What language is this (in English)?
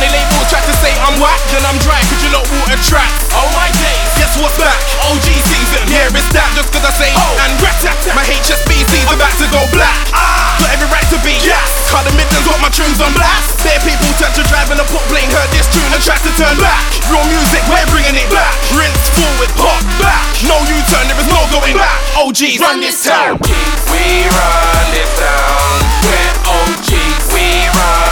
English